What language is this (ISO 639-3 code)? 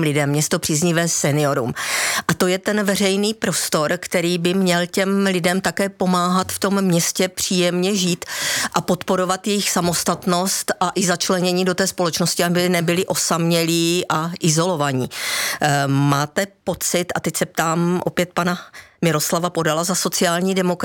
ces